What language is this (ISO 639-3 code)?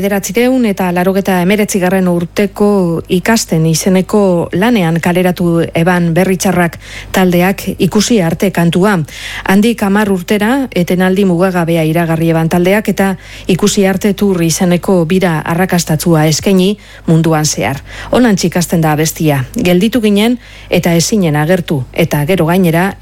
eus